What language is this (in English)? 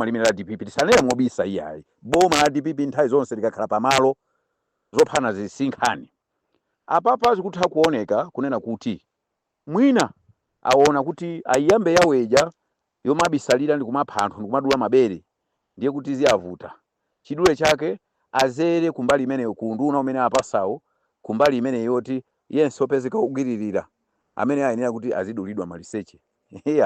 Nyanja